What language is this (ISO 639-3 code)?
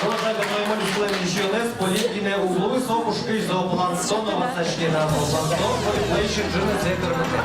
udm